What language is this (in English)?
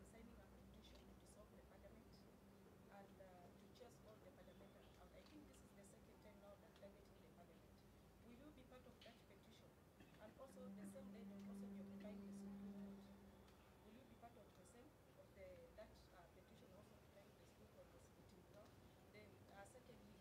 Swahili